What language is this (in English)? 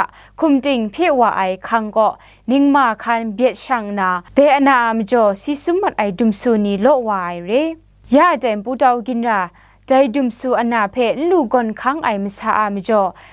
Kachin